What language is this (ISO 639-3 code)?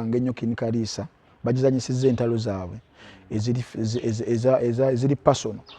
lug